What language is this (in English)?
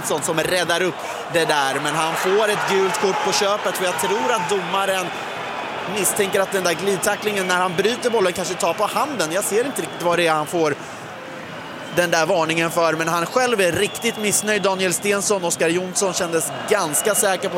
Swedish